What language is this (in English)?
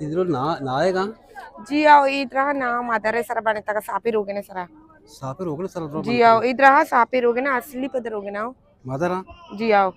Eastern Balochi